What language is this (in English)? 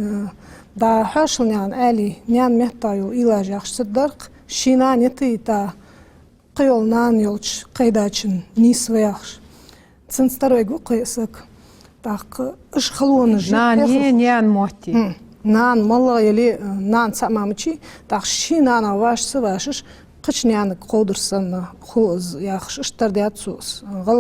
Ingush